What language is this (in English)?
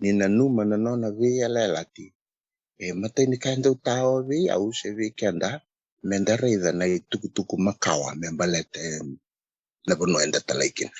Fijian